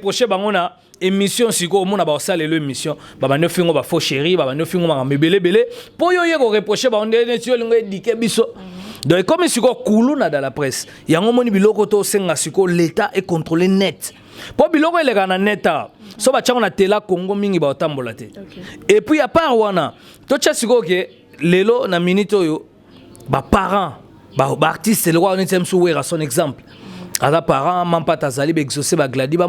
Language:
Lingala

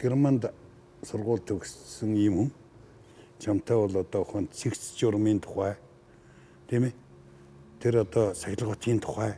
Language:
Mongolian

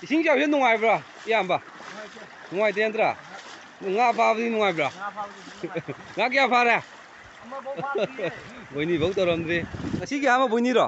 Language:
Manipuri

